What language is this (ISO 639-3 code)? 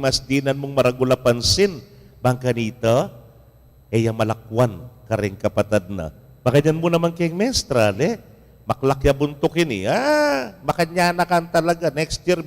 pam